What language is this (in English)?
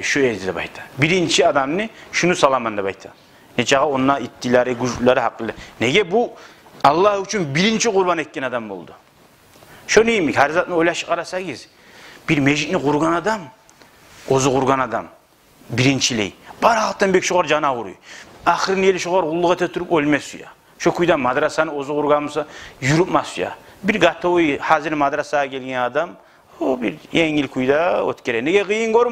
Kumyk